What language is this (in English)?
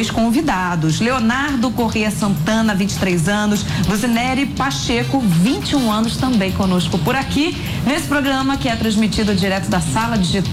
Portuguese